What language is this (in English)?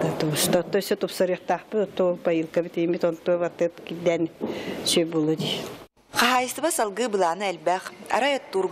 Yakut